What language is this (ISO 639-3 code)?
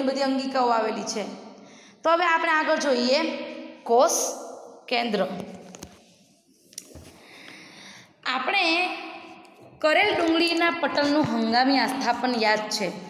guj